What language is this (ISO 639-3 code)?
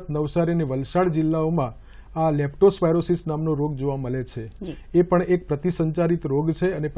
guj